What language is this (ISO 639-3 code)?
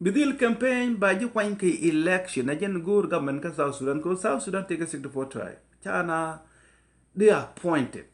nus